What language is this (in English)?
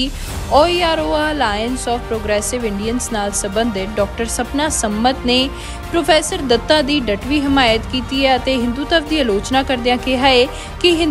Punjabi